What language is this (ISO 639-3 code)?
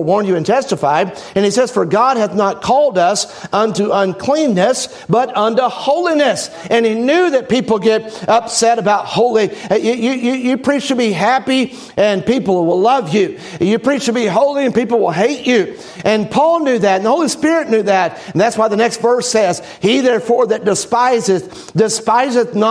eng